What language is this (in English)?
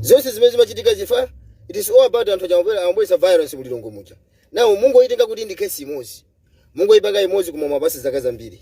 Nyanja